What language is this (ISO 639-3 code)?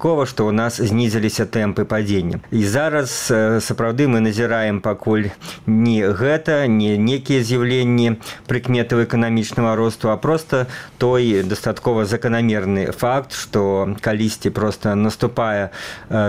bel